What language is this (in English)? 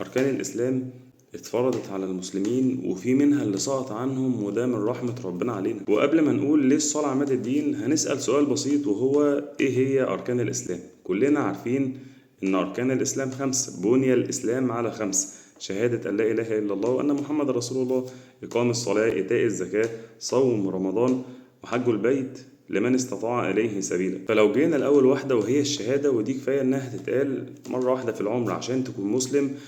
Egyptian Arabic